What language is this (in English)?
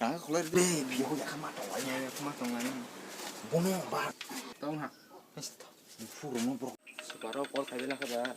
Kok Borok